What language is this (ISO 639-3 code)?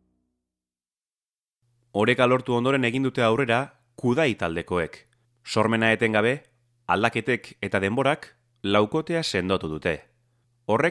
eus